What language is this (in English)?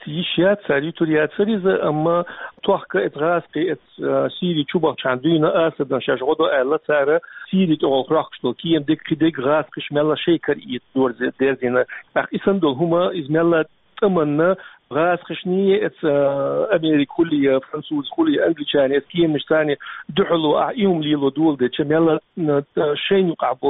Chechen